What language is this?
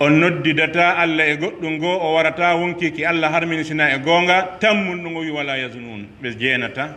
Pular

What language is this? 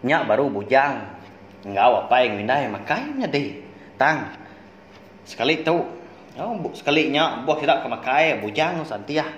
Iban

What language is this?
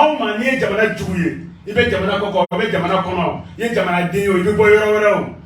Bambara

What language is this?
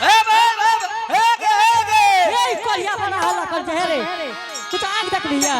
Angika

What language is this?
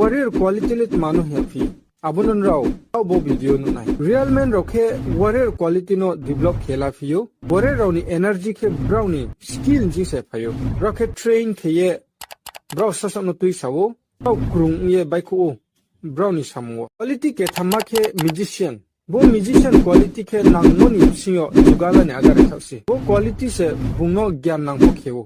Riang (India)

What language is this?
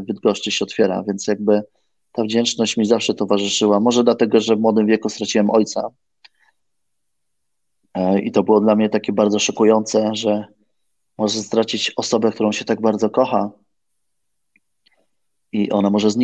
Polish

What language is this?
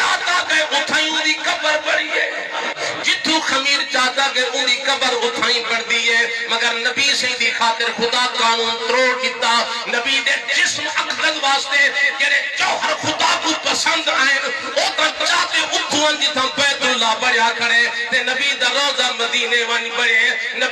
Saraiki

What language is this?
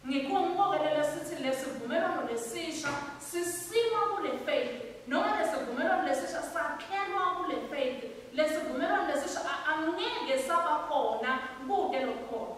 Swati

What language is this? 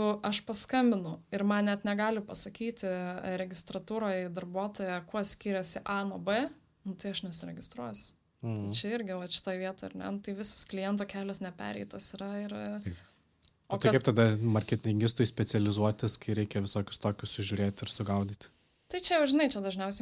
Lithuanian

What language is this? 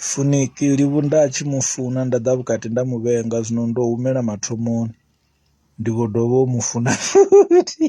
Venda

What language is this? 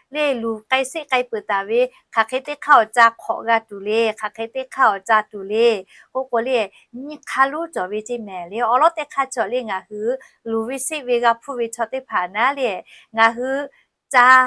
Lahu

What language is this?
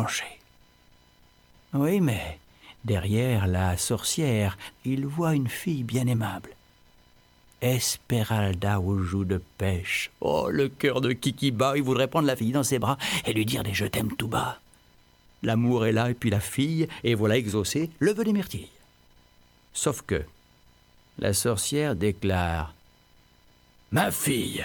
French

